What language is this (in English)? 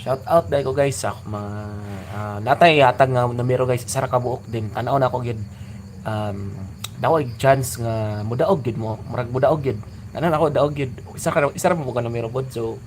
Cebuano